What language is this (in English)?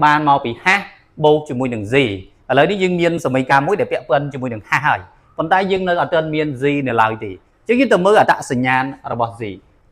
Khmer